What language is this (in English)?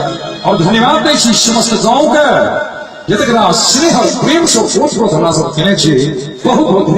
Maithili